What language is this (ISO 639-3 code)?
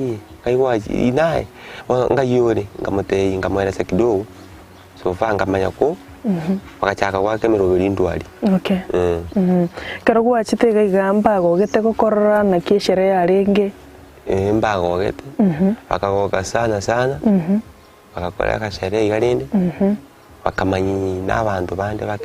guz